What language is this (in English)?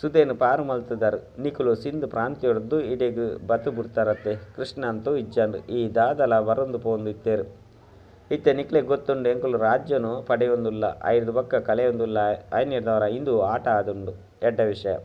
Tulu